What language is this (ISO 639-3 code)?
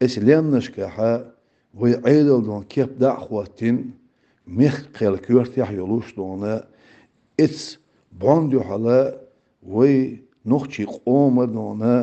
che